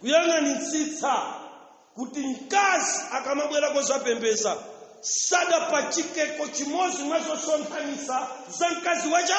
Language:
Nyanja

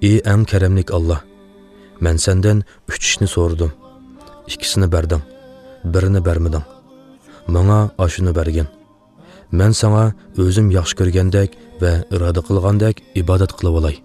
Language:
Uyghur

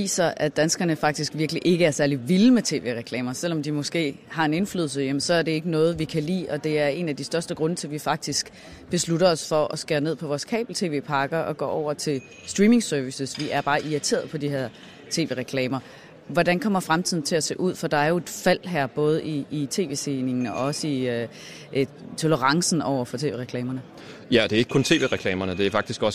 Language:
Danish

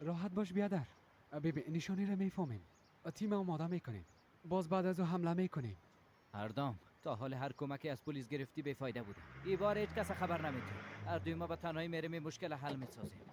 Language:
Persian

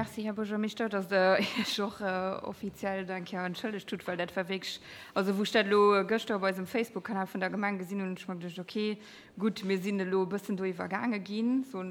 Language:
Luxembourgish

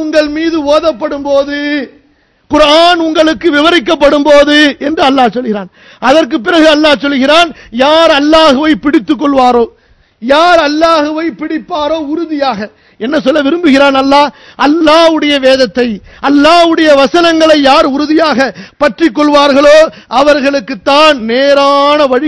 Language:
Tamil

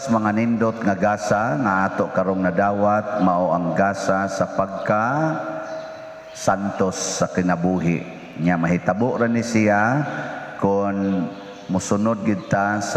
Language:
Cebuano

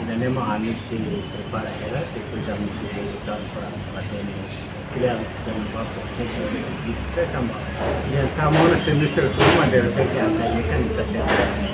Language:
Tetum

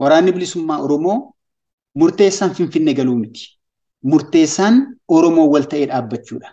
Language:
Oromo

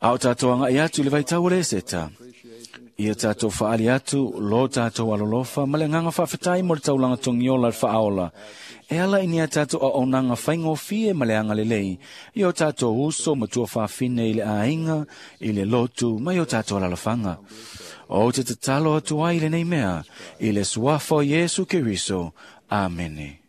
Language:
Samoan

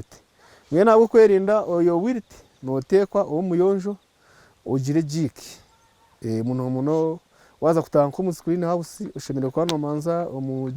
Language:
Nyankole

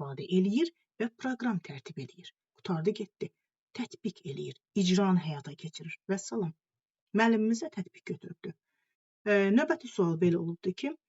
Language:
Azerbaijani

